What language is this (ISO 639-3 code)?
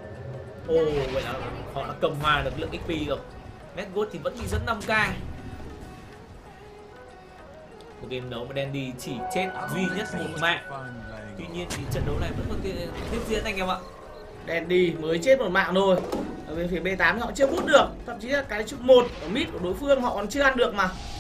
vie